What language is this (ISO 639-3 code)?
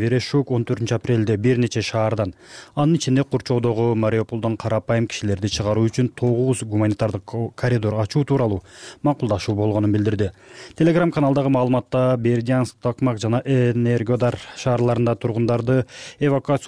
kir